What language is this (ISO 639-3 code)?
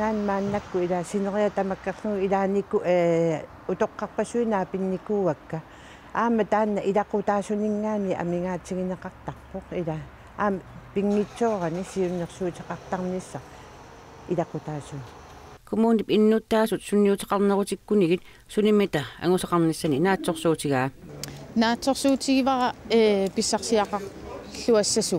kal